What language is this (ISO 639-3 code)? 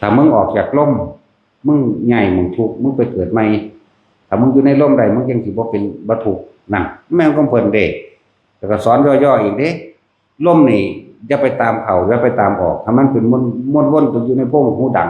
tts